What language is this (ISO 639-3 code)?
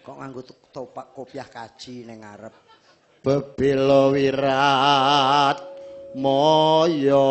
jav